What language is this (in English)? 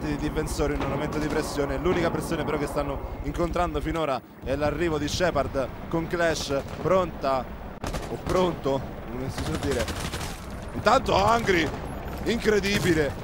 Italian